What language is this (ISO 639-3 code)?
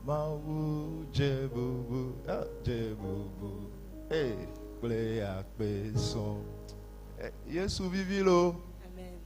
ewe